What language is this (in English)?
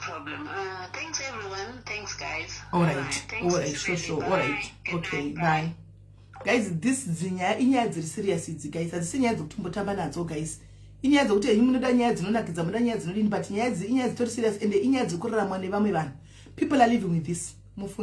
Shona